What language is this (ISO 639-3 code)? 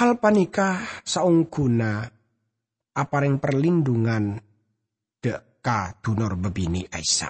mad